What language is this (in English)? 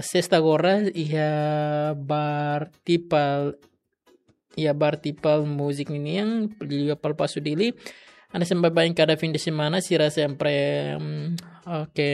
Tetum